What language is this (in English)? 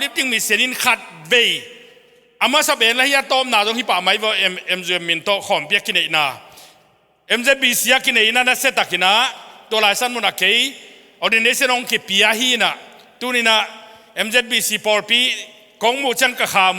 Tedim Chin